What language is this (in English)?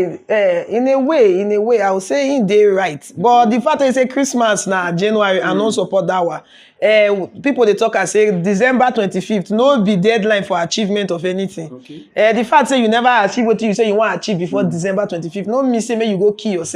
Nigerian Pidgin